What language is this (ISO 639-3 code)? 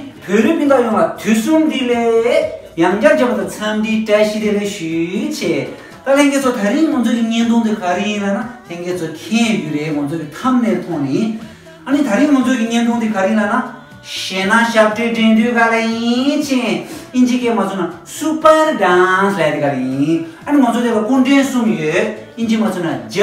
bod